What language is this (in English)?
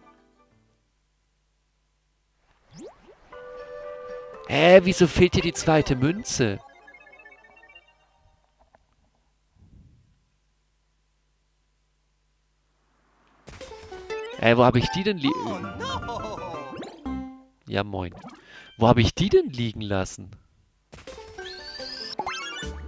German